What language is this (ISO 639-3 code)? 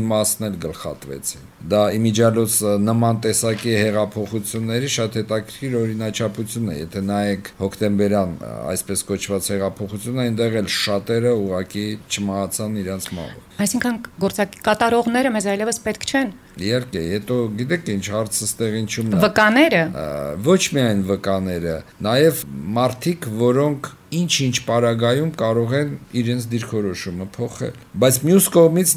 hye